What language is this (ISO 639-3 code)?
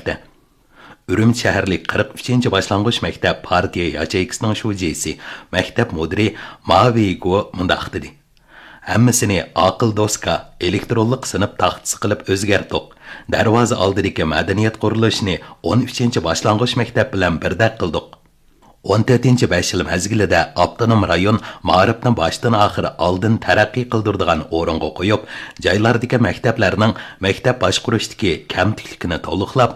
uig